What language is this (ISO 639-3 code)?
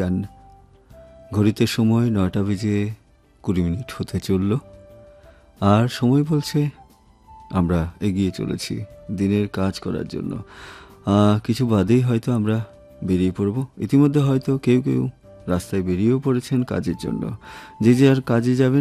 ben